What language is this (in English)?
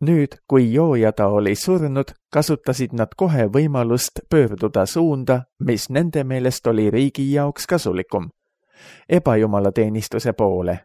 Estonian